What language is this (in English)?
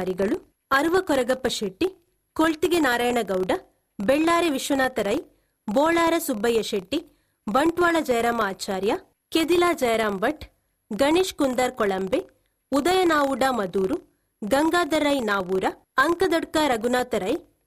Tulu